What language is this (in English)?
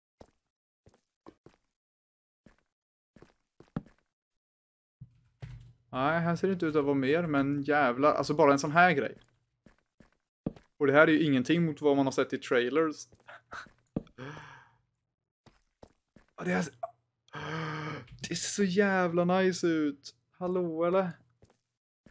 Swedish